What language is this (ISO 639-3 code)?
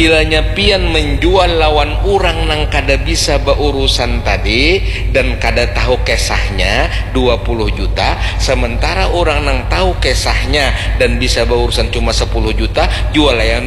bjn